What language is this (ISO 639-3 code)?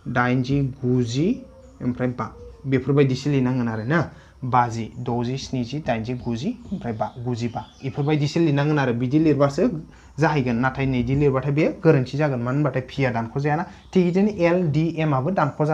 brx